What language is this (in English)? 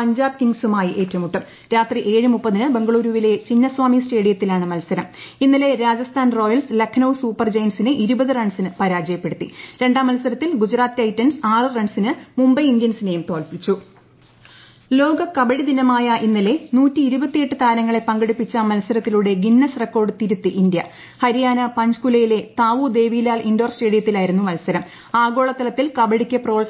Malayalam